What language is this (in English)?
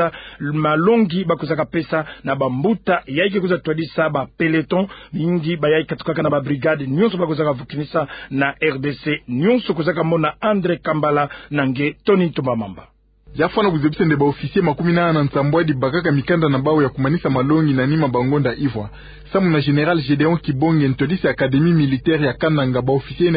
Kituba (Democratic Republic of Congo)